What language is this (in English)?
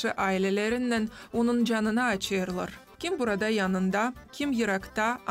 Gagauz